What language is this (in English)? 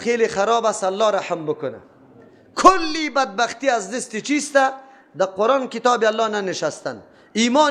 Persian